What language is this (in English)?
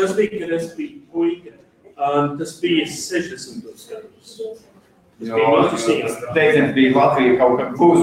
Latvian